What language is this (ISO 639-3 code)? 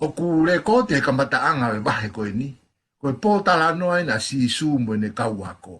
ton